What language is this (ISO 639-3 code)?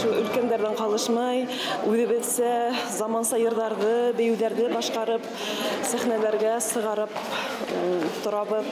bak